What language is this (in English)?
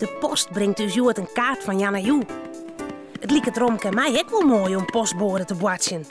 Western Frisian